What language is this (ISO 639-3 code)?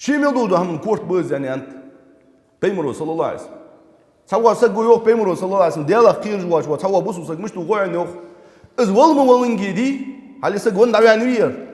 inh